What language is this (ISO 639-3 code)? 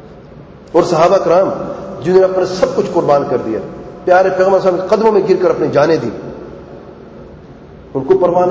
urd